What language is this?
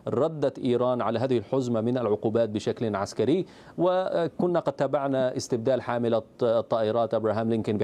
Arabic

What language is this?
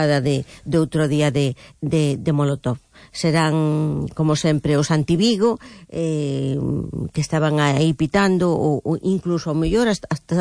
Galician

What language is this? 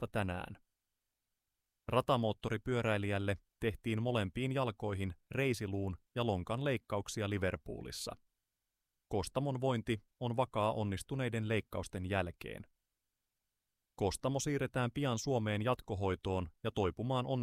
Finnish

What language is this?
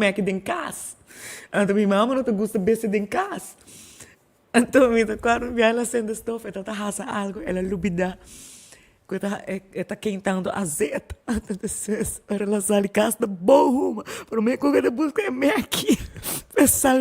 Papiamento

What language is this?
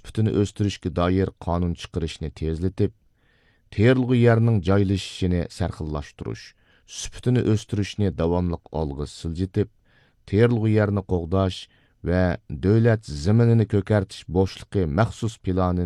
Uyghur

